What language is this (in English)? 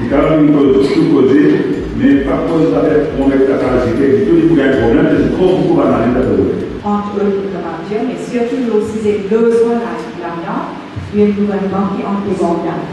Morisyen